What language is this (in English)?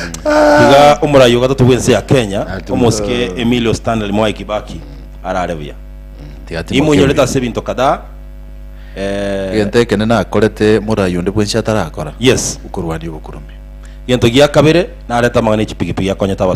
Gusii